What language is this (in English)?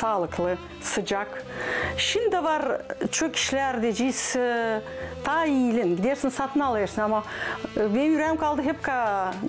Gagauz